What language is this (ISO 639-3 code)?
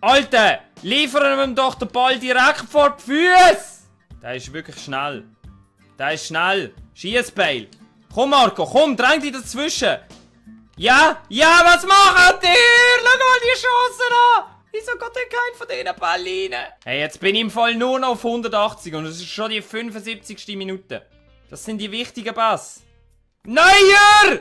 gsw